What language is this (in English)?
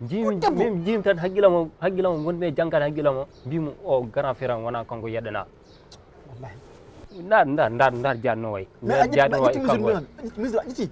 Fula